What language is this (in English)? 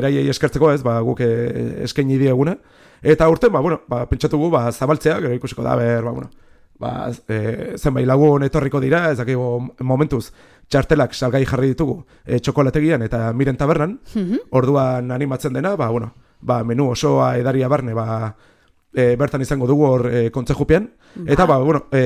Basque